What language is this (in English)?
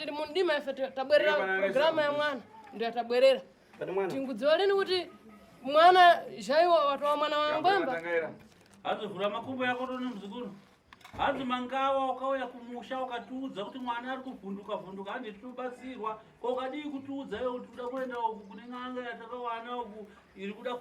Shona